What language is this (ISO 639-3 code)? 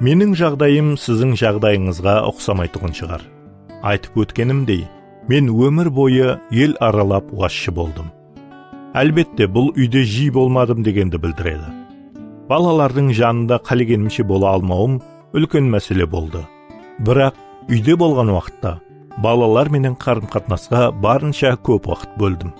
kaa